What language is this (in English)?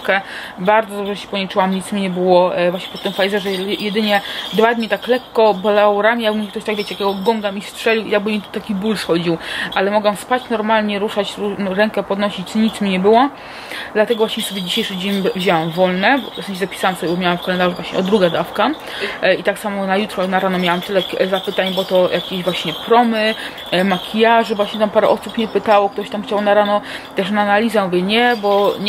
Polish